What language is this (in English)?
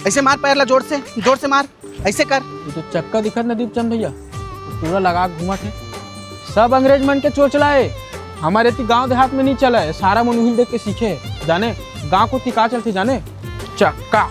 Chhattisgarhi